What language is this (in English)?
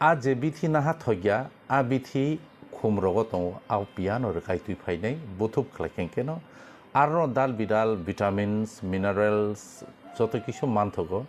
Kok Borok